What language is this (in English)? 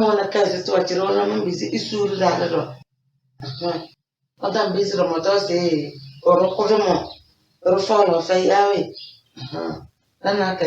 Tem